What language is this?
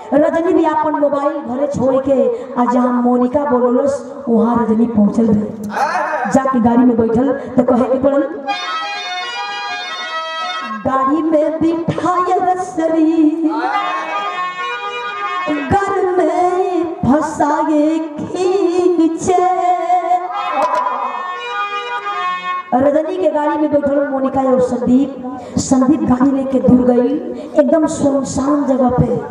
Bhojpuri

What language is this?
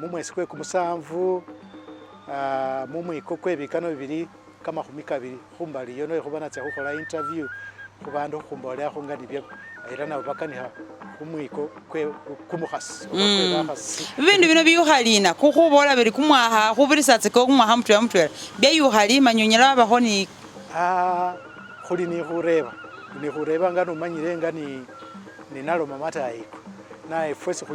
Masaaba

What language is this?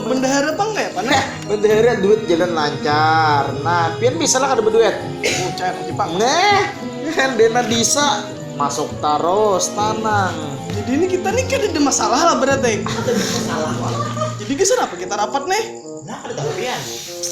Banjar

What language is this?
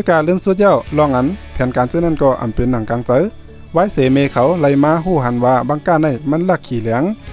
Shan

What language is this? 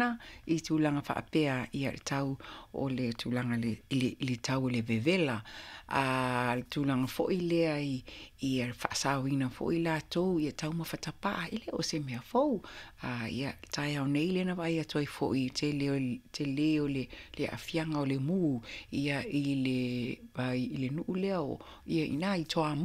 Samoan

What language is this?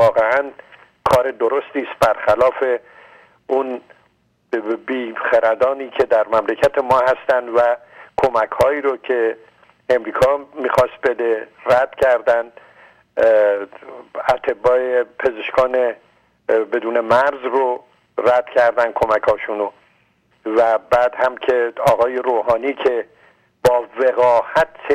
Persian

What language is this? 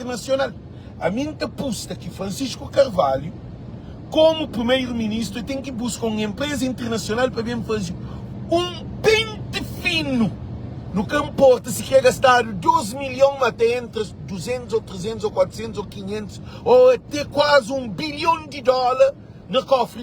Kabuverdianu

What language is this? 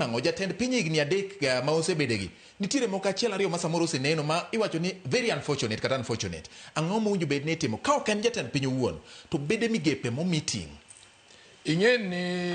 Luo (Kenya and Tanzania)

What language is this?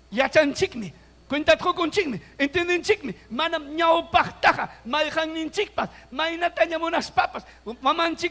Ayacucho Quechua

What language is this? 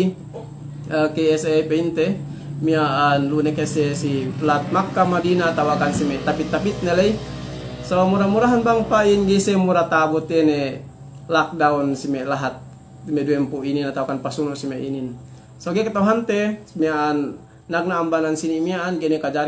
Yakan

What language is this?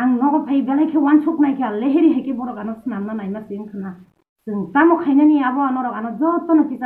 Kok Borok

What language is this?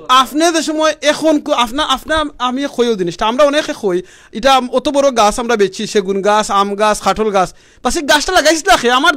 Sylheti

